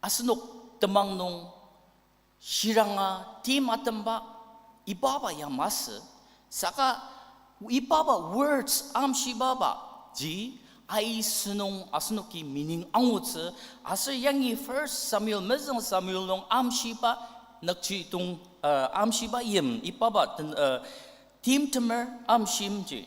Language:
Ao Naga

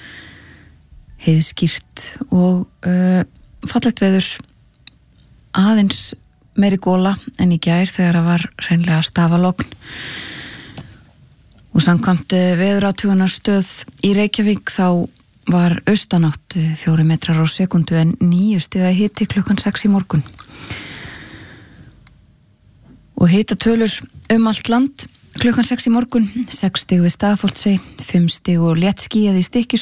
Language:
Icelandic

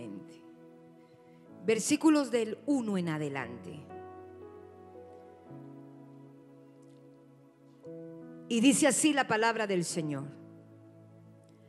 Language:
Spanish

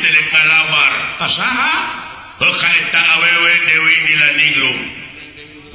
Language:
Sundanese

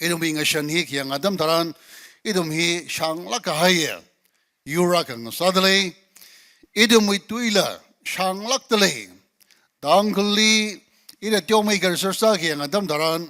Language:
Tangkhul Naga (India)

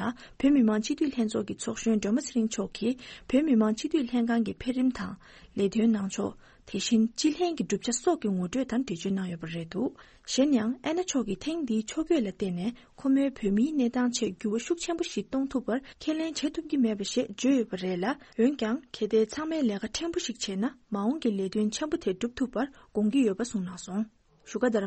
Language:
Tibetan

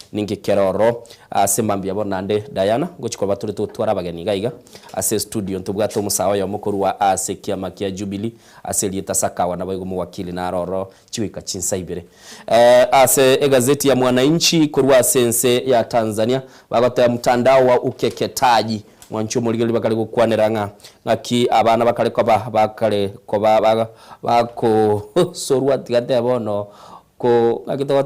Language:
Gusii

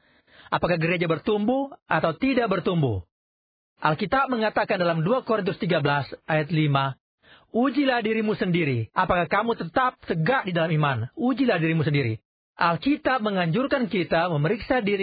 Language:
Indonesian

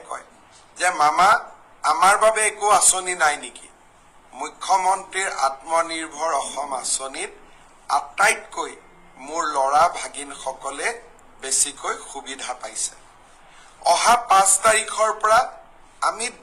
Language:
Assamese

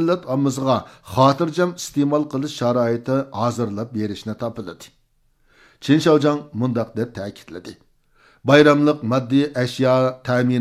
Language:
Uyghur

